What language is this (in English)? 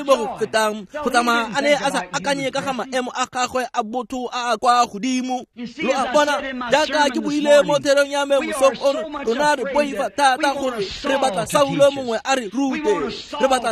Tswana